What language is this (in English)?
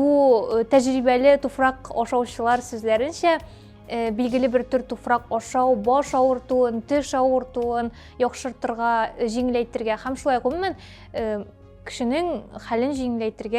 Tatar